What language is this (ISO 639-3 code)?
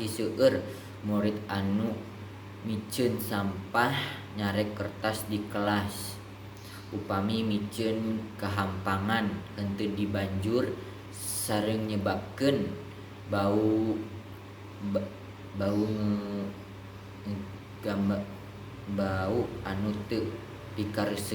sun